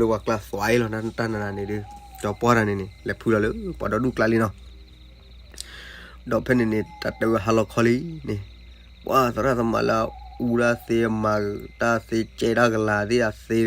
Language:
S'gaw Karen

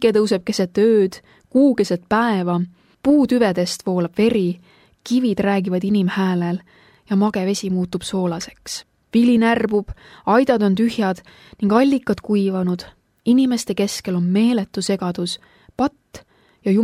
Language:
Estonian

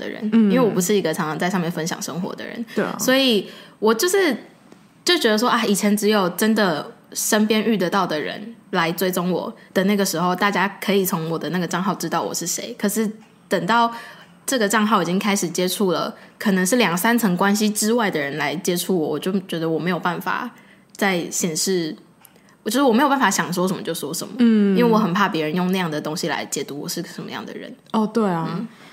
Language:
Chinese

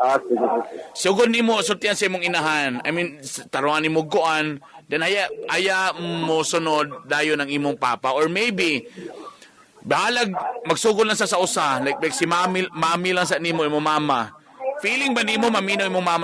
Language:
Cebuano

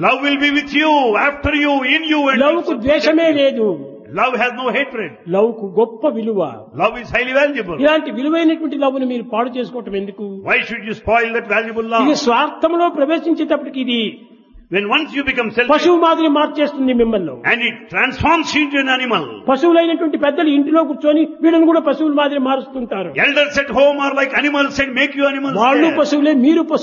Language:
Telugu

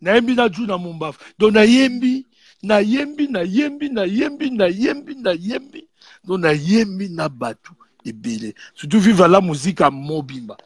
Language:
Lingala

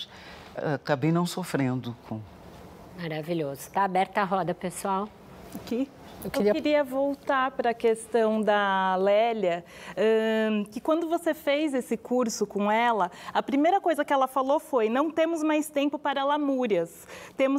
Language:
Portuguese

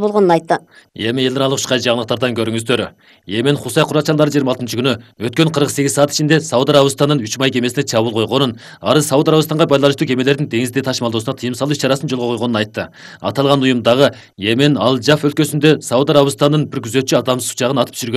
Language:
Kyrgyz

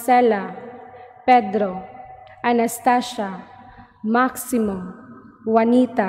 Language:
Cebuano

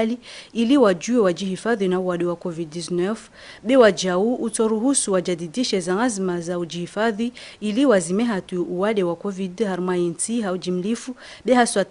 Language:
Ngazidja Comorian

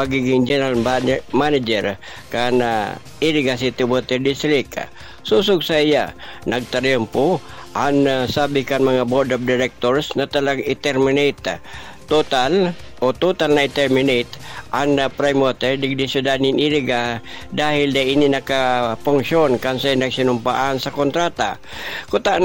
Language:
Bikol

